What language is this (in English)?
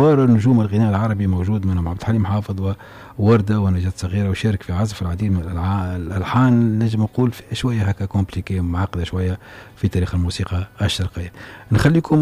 Tunisian Arabic